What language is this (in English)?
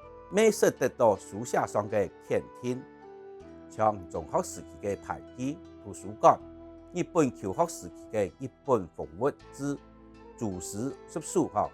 Hakka Chinese